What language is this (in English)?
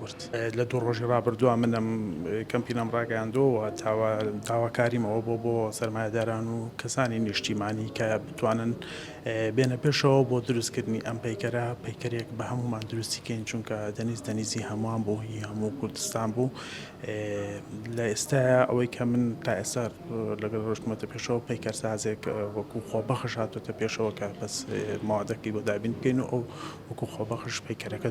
Central Kurdish